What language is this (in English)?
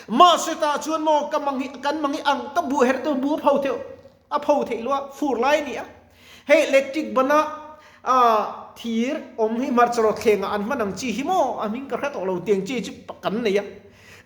Mizo